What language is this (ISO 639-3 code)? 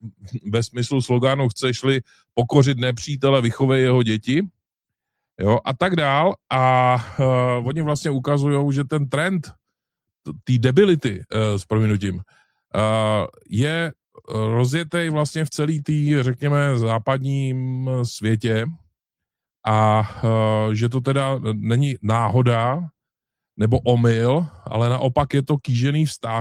ces